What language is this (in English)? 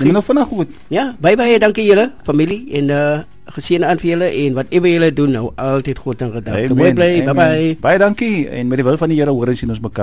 Afrikaans